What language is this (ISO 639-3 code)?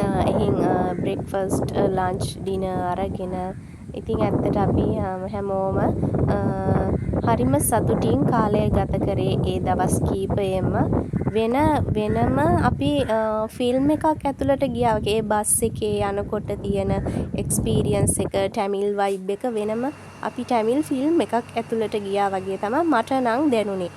sin